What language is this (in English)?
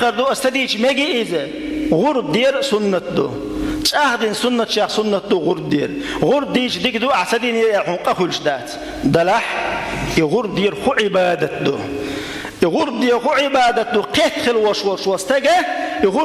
Chechen